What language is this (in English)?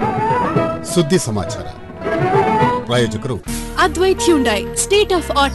Kannada